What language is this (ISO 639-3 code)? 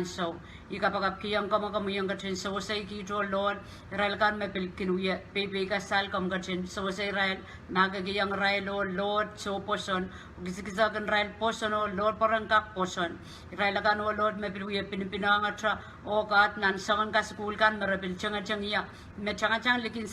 pon